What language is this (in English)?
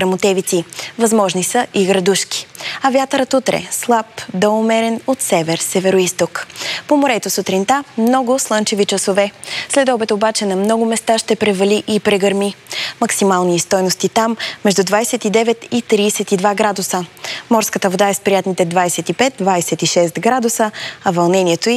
Bulgarian